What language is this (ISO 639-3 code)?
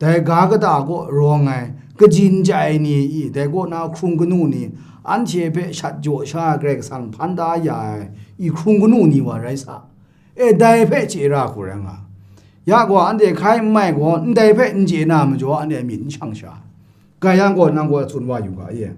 kac